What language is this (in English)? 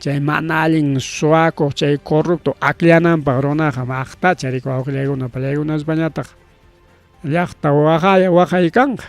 Ayacucho Quechua